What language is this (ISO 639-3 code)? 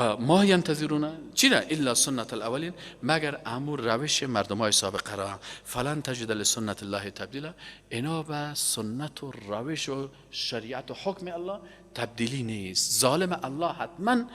fas